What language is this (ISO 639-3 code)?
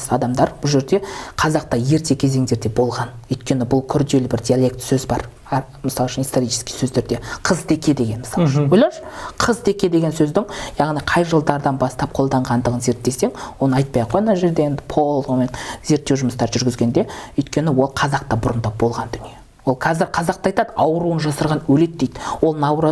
kaz